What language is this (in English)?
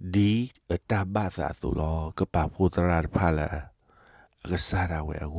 S'gaw Karen